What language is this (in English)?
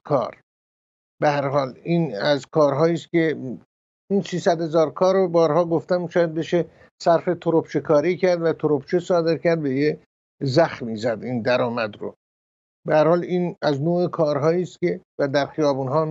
Persian